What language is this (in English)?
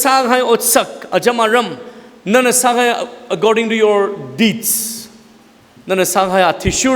Tangkhul Naga (India)